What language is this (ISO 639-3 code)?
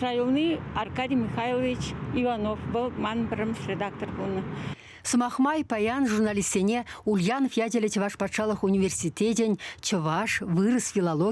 chv